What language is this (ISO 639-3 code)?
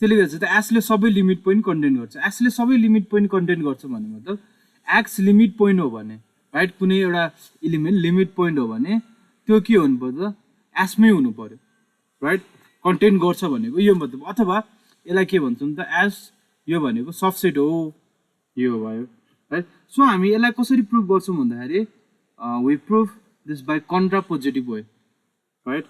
nep